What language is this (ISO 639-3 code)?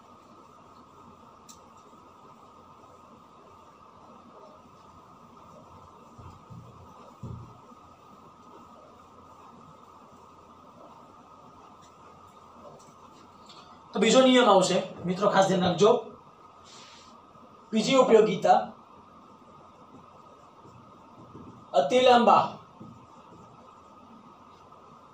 guj